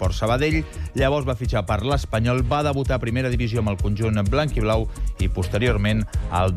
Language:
Catalan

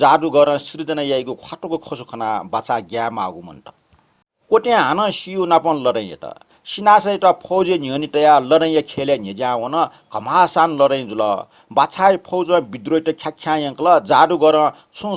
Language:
Newari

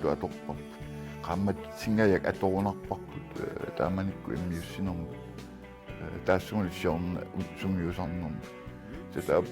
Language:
Kalaallisut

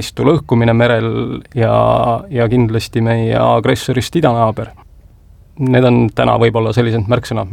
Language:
Estonian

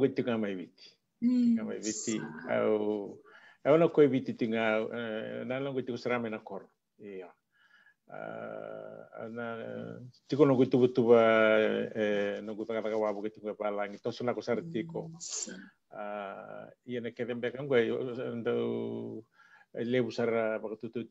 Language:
Fijian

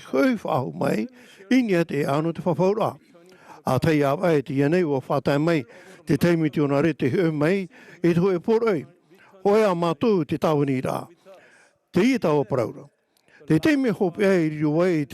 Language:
Tahitian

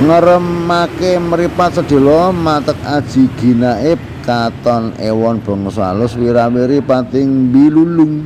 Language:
Javanese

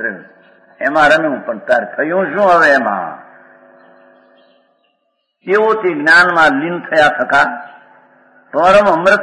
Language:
Gujarati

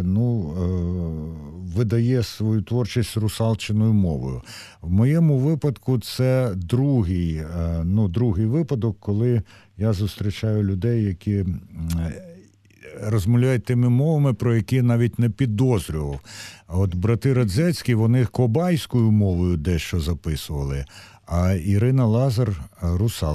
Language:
Ukrainian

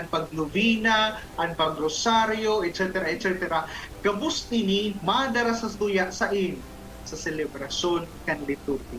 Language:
Bikol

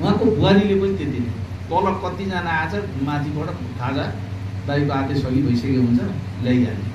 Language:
Nepali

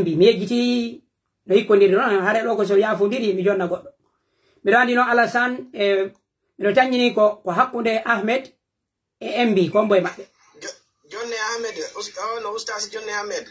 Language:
Pular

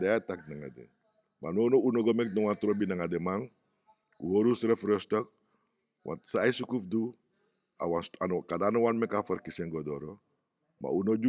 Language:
Sranan Tongo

